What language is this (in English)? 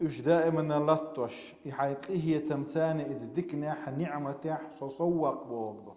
Chechen